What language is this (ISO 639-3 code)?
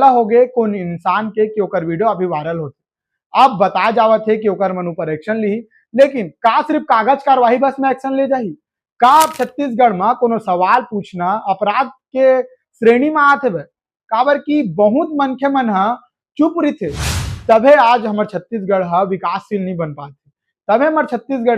hne